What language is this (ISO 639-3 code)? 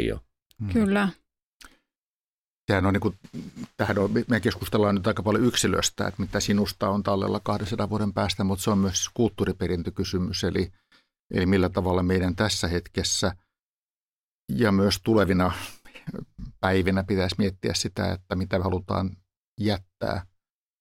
fin